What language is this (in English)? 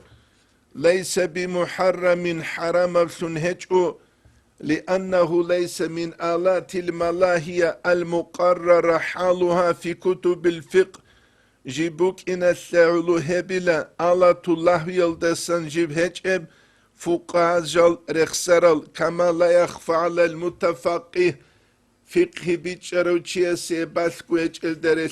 Avaric